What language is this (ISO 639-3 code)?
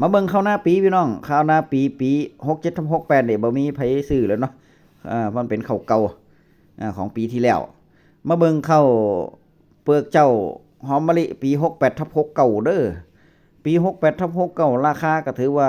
tts